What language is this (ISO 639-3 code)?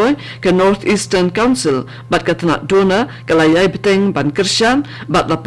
kha